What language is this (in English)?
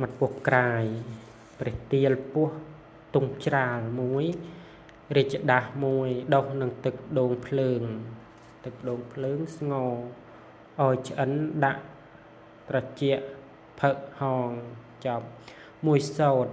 Khmer